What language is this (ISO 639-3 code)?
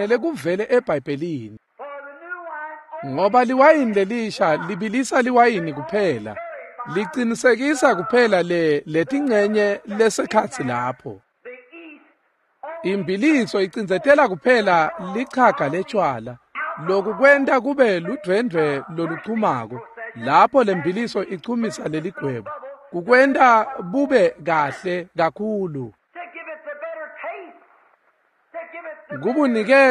ssw